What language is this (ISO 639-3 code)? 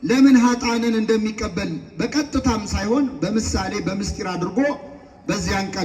amh